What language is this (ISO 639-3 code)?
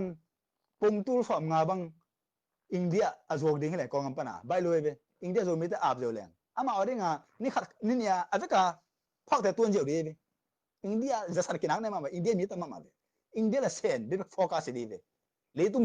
ctd